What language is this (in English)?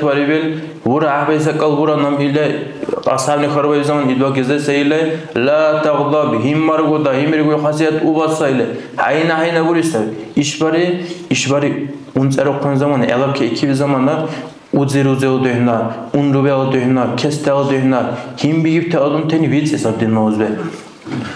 Dargwa